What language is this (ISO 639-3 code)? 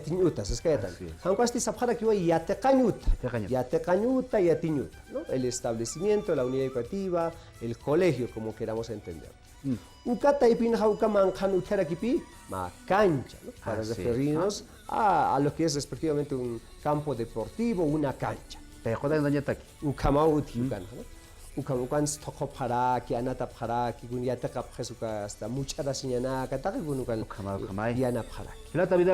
aym